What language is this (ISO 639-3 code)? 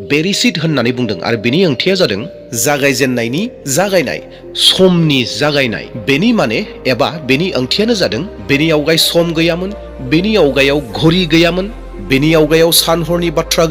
brx